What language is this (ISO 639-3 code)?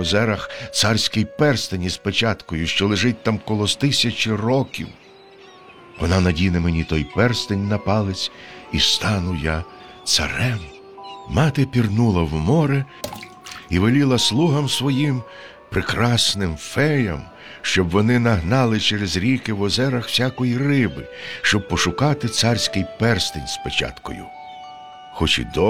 ukr